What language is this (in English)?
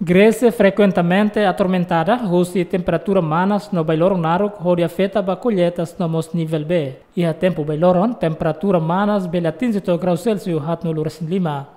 Tetum